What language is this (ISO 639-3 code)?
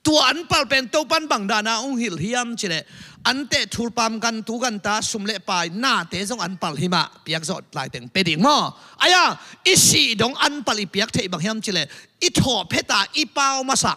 ctd